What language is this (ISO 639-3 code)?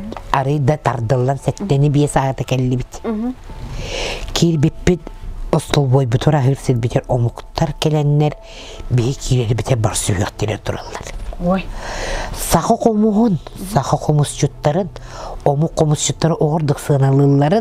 sah